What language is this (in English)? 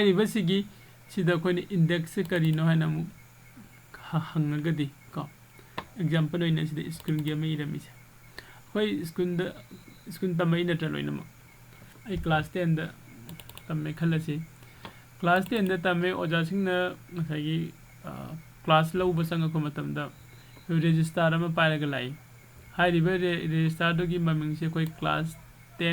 Manipuri